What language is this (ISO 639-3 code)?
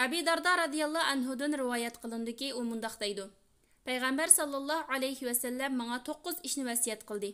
uig